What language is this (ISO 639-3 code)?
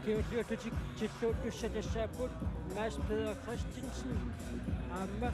kal